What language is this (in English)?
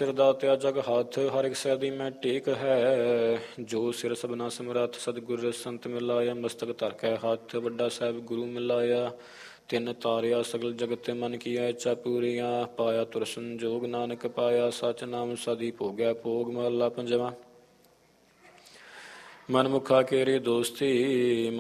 Punjabi